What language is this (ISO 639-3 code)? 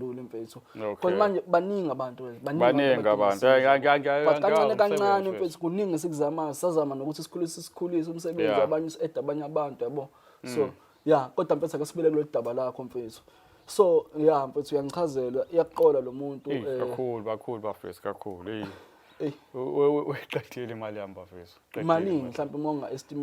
zul